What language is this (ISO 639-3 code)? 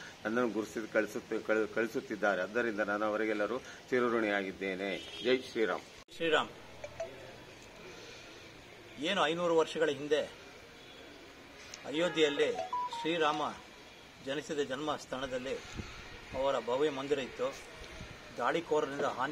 kan